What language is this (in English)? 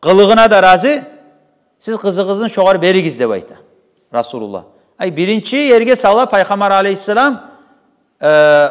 Kumyk